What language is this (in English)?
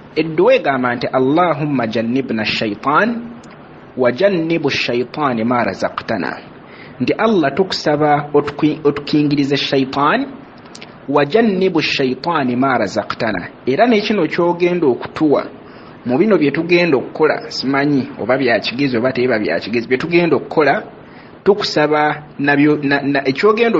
Ganda